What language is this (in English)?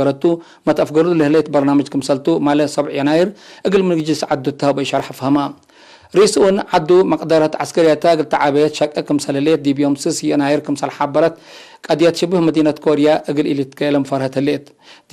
Tigre